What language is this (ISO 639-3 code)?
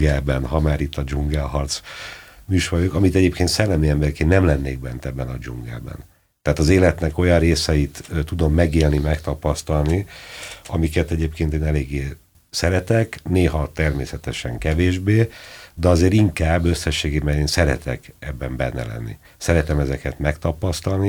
hun